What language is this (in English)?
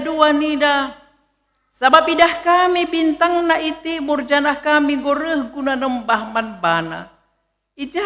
Batak Karo